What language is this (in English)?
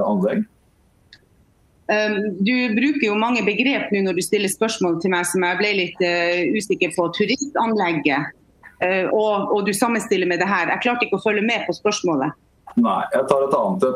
Norwegian